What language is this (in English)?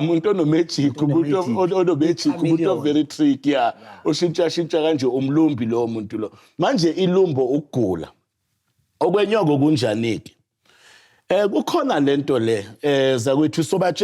Zulu